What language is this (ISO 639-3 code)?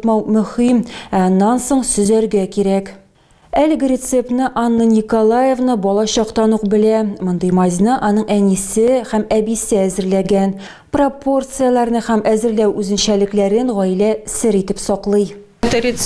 tat